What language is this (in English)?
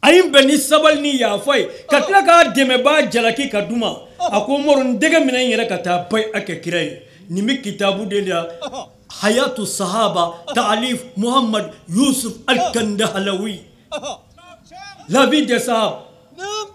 Bambara